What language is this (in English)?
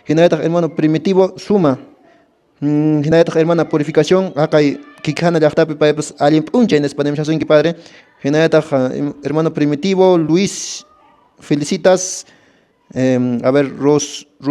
Quechua